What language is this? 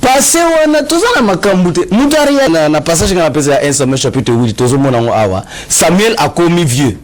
Lingala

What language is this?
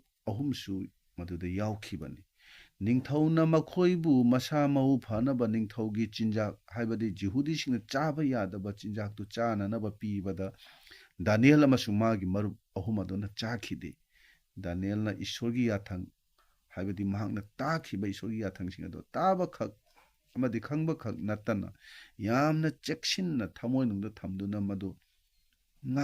Manipuri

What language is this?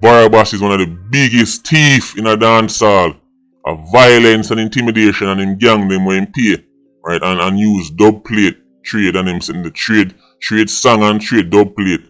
Jamaican Creole English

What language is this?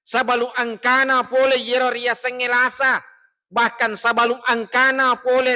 Buginese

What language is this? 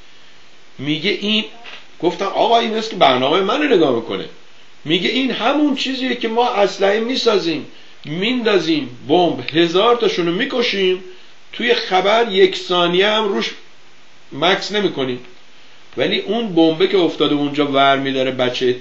Persian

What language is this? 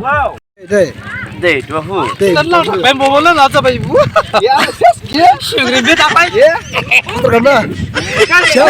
Dimasa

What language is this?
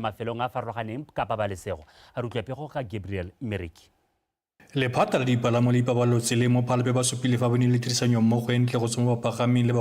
Tswana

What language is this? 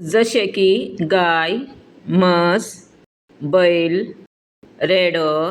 Konkani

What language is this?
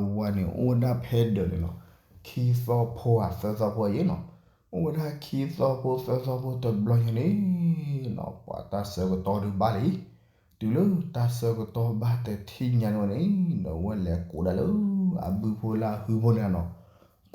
S'gaw Karen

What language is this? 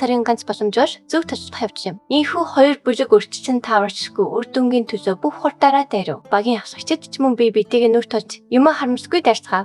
Mongolian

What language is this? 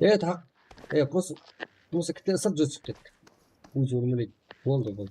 Kara-Kalpak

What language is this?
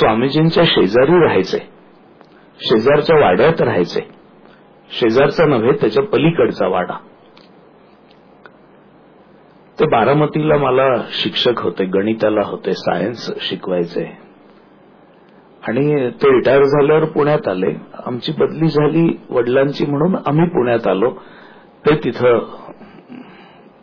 Marathi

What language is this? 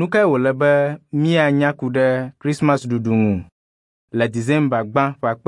Ewe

